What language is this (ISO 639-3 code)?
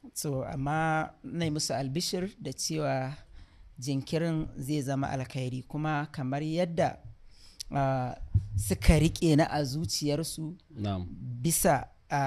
hau